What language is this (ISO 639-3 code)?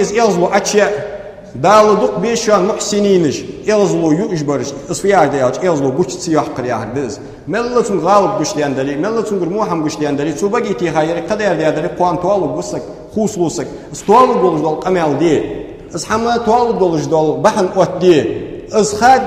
inh